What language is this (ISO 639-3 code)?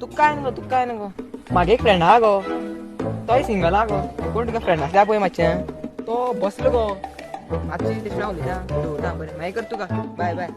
kok